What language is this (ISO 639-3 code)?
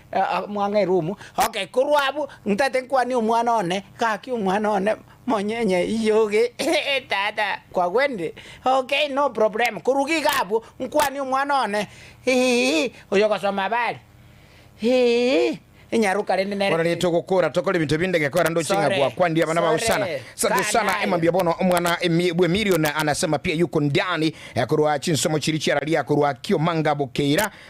guz